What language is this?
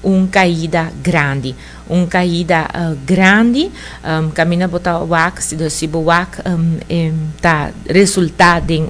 Papiamento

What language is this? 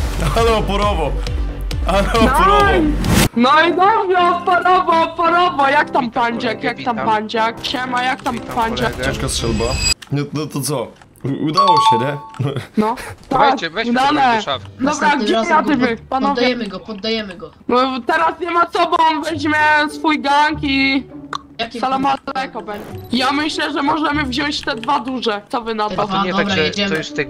Polish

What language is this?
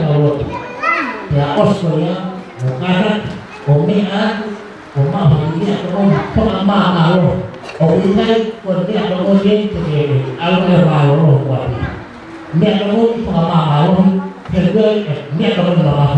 Tongan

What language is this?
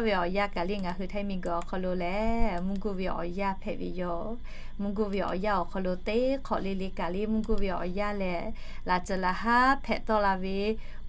Lahu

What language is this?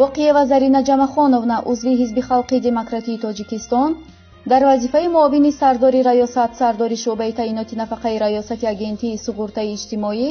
Tajik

